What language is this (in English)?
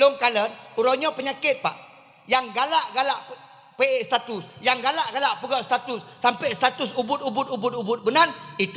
Achinese